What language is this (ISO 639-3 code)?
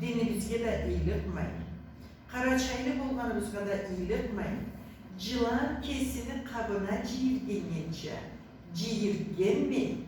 krc